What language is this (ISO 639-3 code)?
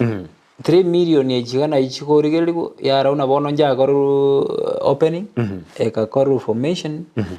guz